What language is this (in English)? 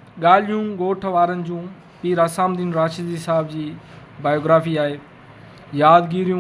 Sindhi